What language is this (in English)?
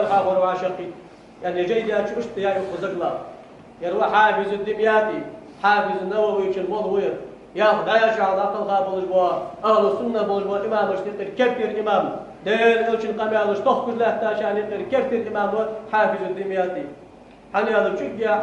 Ingush